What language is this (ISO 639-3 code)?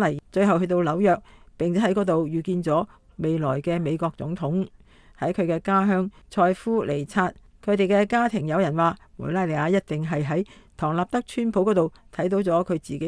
yue